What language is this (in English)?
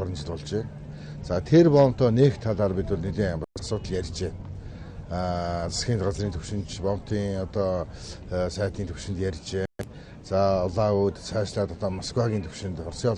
Mongolian